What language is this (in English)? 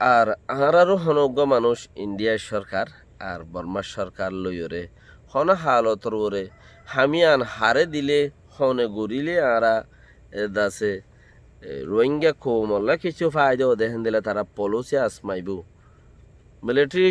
Rohingya